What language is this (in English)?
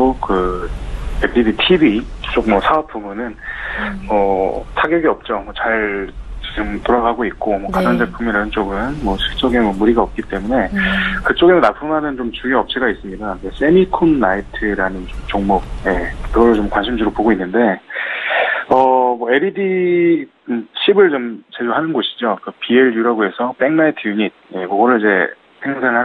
Korean